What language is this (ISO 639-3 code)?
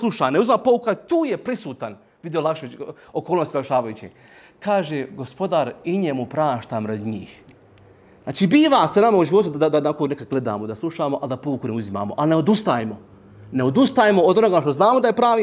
bos